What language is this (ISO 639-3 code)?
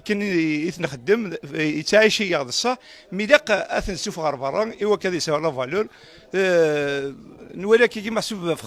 kab